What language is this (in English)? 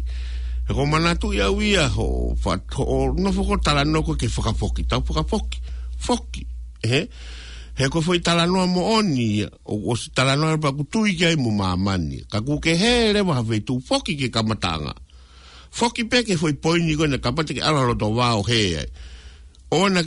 Tongan